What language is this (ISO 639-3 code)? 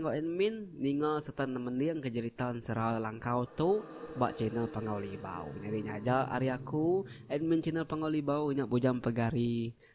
iba